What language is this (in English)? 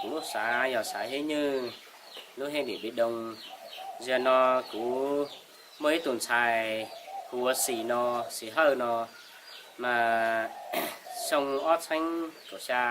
Hmong